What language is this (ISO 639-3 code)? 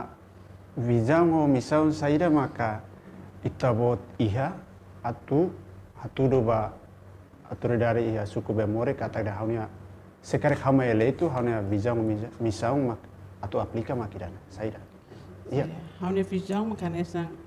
tet